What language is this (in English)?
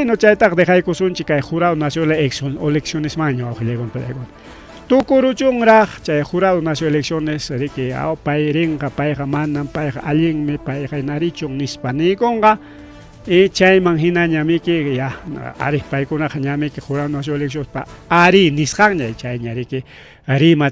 Ayacucho Quechua